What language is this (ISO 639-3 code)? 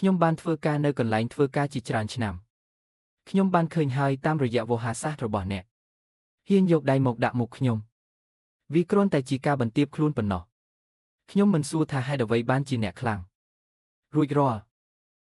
khm